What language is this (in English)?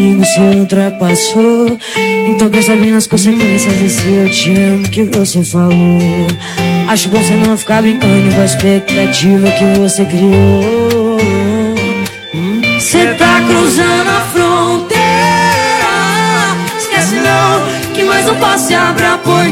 Portuguese